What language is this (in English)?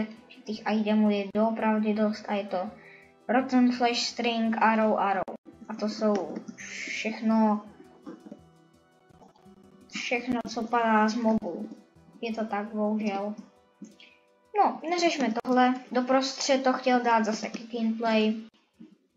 Czech